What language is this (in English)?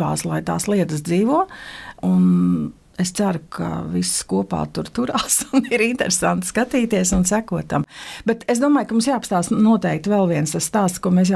Latvian